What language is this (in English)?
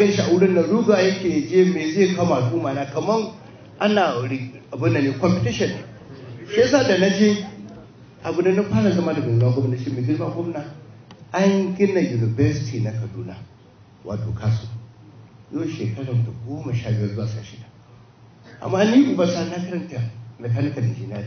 Hausa